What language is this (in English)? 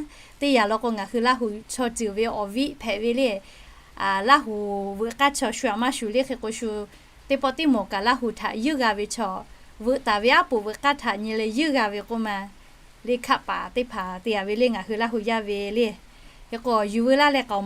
Lahu